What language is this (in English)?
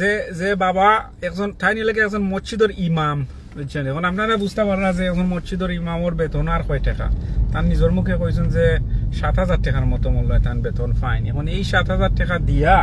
Sylheti